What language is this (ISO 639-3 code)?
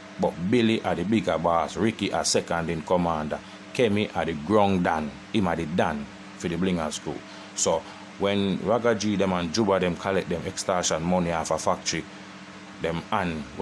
jam